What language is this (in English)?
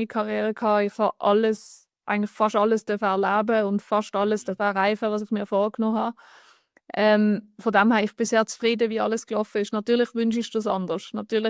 Swiss German